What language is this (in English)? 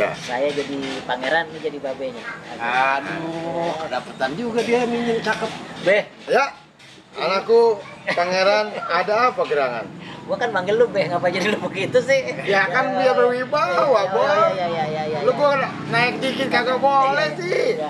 Betawi